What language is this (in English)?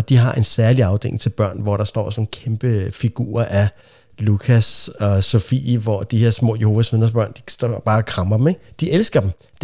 Danish